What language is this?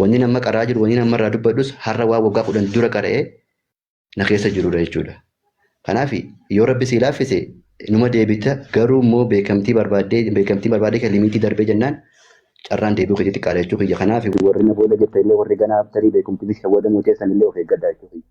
Oromo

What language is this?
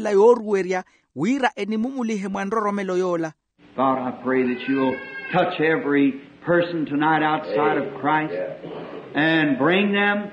Makhuwa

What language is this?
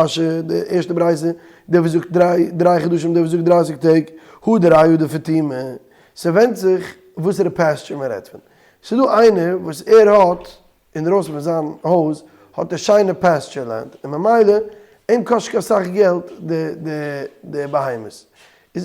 Yiddish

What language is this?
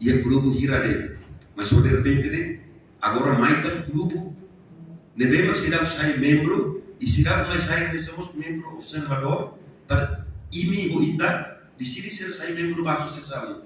Tetum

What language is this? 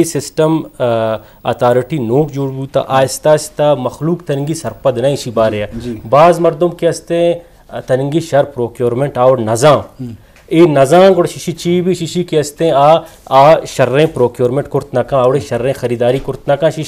Eastern Balochi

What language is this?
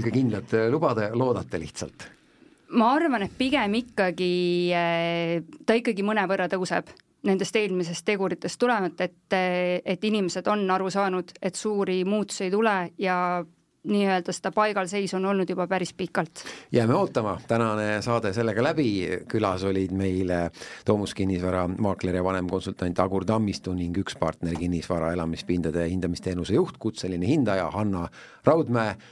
Estonian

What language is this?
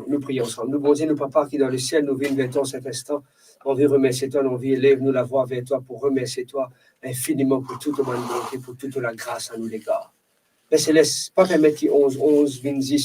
Morisyen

